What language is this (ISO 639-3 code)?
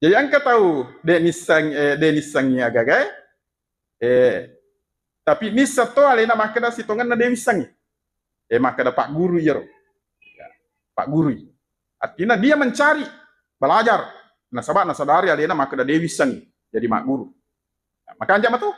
bug